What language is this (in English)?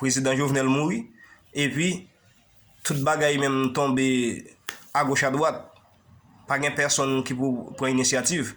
Haitian Creole